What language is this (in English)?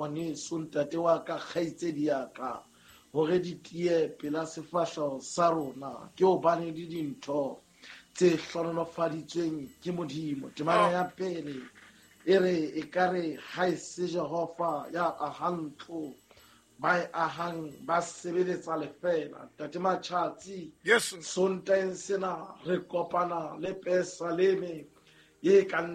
Southern Sotho